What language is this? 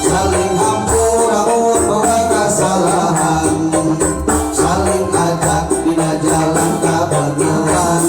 Sundanese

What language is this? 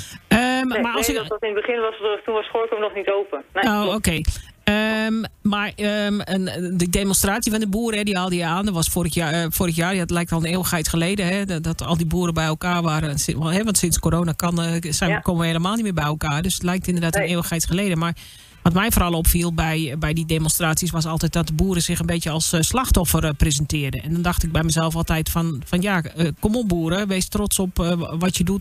Dutch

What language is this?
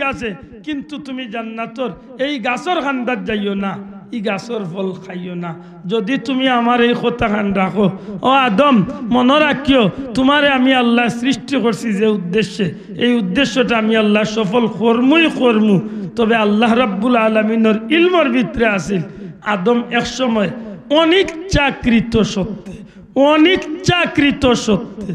Sylheti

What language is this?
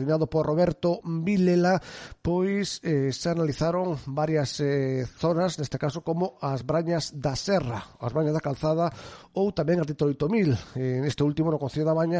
Galician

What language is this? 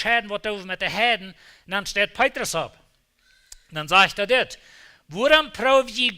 Plautdietsch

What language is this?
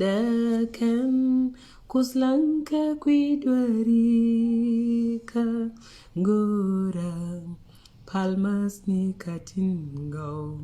Nuer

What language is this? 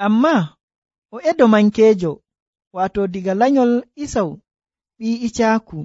Nigerian Fulfulde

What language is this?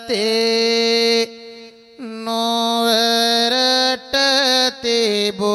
Sinhala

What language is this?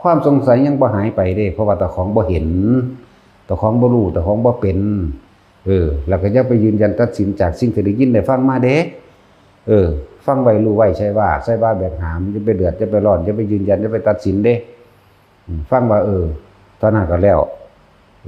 Northeastern Thai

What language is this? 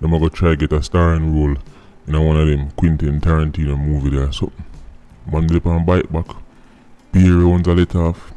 Jamaican Creole English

